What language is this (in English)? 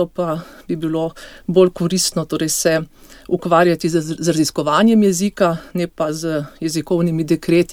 Slovenian